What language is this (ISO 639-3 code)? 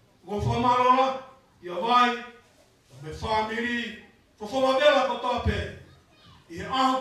ton